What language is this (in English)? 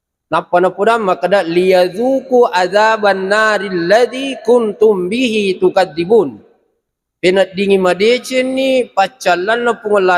Buginese